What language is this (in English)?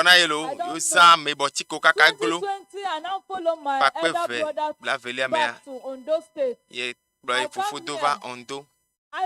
Ewe